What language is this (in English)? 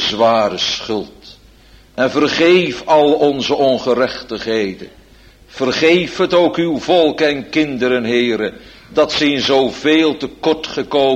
Dutch